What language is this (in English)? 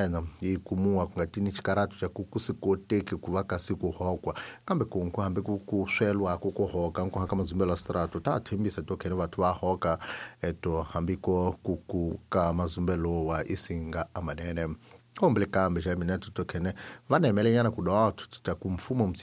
Tsonga